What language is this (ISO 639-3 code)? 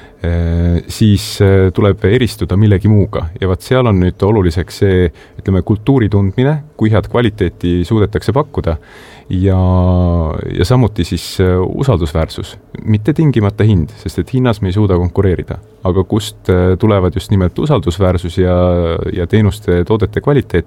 est